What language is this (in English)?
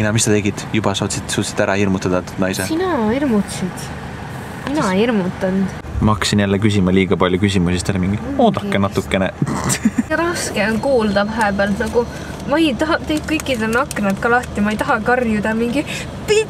Estonian